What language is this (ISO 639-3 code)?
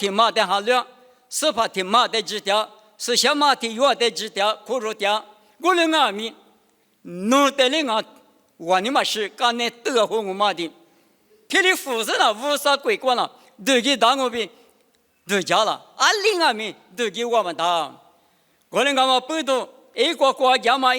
lis